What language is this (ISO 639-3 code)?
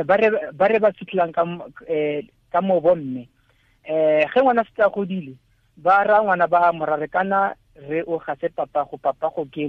tsn